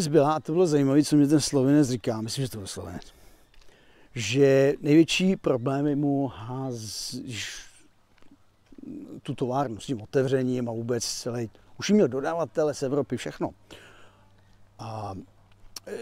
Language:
Czech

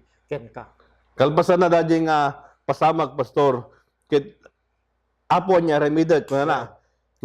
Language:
Iloko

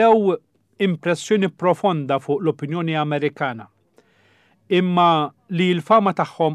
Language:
Maltese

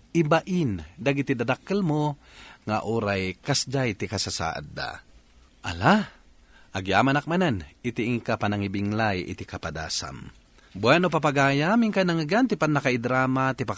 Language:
Iloko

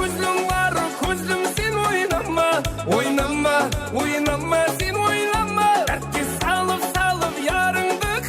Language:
Kara-Kalpak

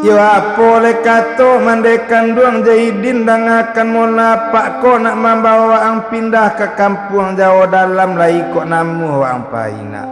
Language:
Minangkabau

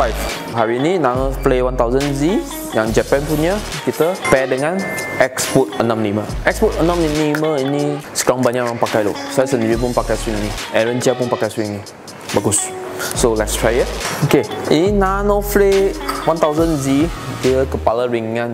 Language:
Malay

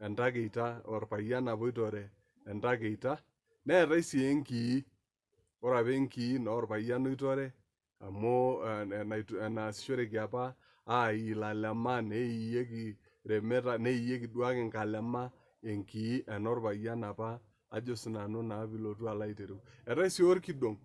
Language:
Masai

